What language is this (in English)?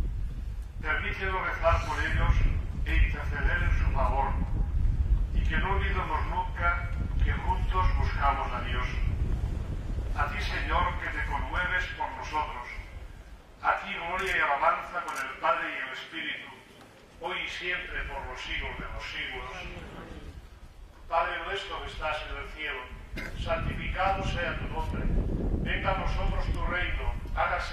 Spanish